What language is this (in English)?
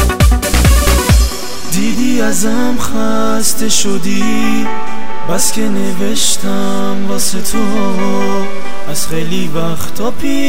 Persian